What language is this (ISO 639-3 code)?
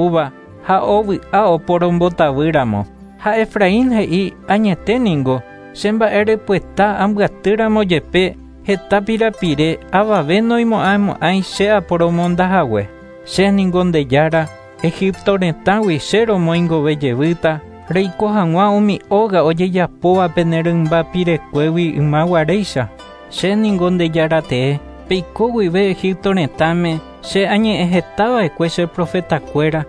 grn